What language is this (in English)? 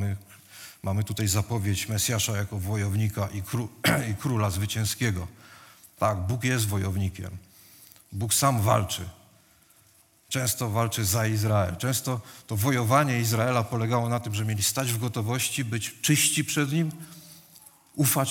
Polish